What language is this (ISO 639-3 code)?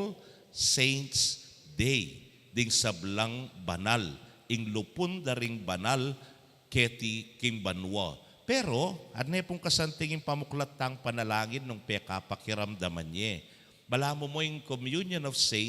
pam